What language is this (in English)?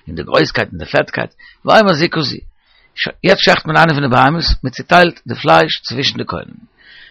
Yiddish